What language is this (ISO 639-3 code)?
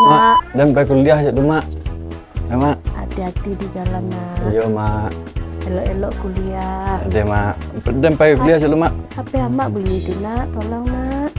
min